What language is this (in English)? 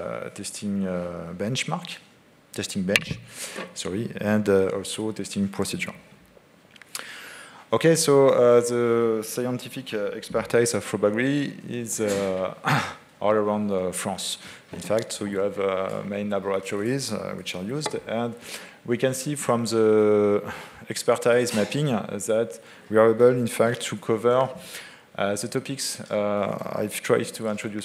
English